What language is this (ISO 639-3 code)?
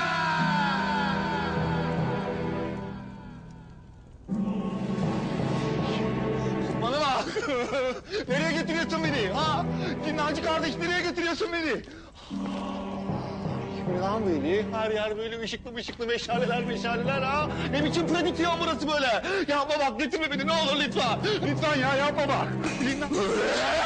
tur